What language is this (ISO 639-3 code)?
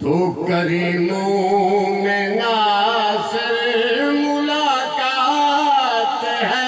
skr